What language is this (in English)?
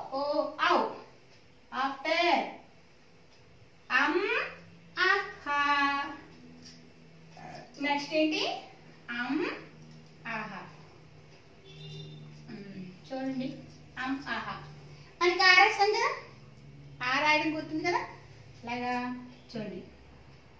Telugu